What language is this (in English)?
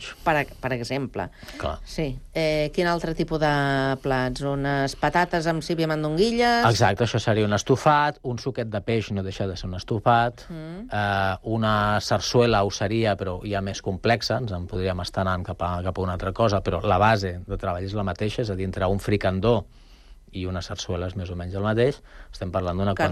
Catalan